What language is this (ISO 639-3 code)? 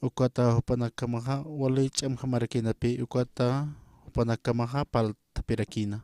aym